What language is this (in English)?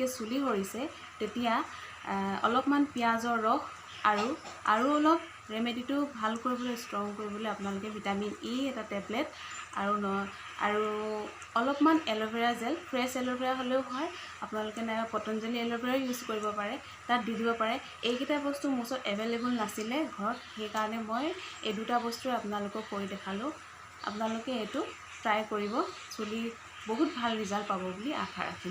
Assamese